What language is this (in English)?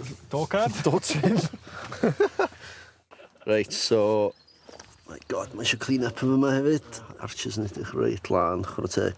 Welsh